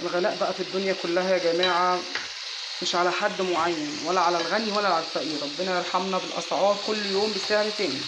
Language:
Egyptian Arabic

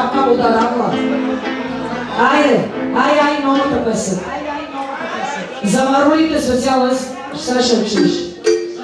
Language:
Bulgarian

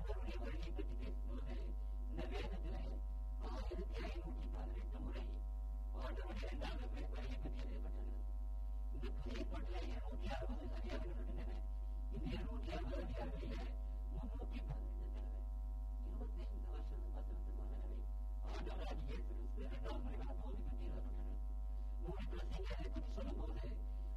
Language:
Tamil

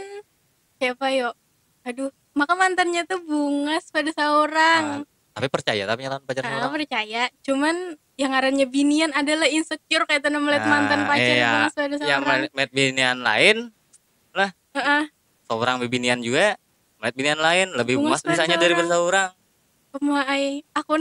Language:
Banjar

